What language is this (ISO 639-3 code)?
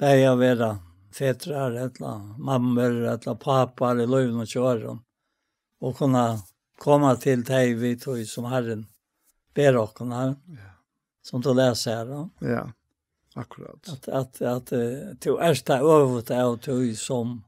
fao